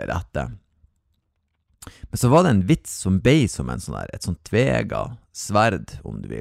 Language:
Norwegian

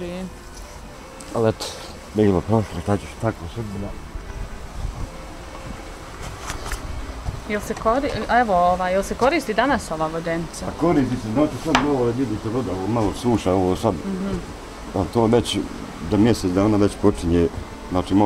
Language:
Bosnian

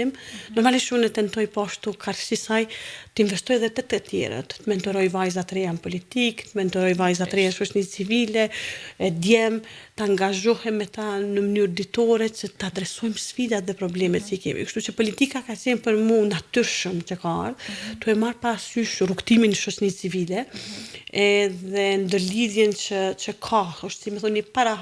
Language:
Albanian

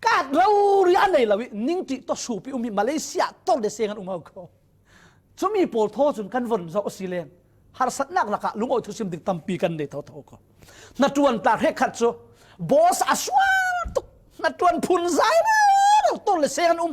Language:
Falam Chin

